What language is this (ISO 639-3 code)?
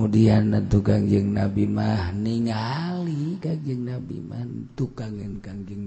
sun